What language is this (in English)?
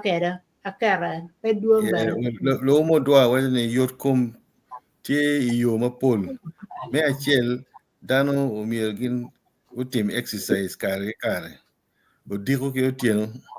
Acoli